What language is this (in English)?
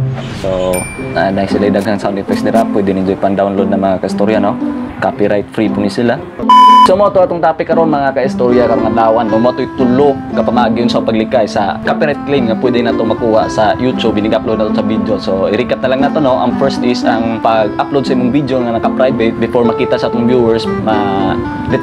Cebuano